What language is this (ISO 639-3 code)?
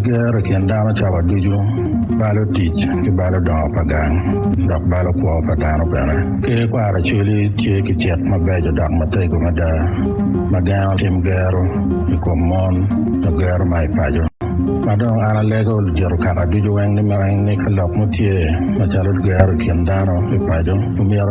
ach